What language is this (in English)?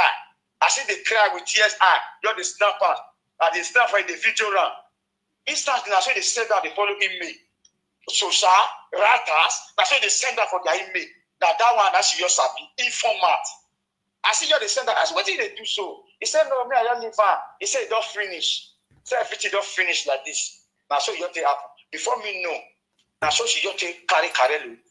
Nigerian Pidgin